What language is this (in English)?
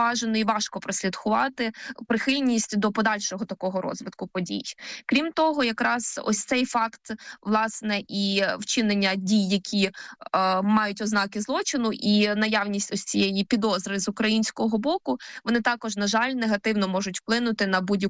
Ukrainian